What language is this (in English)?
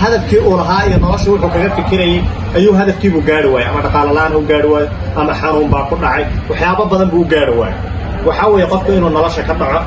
Somali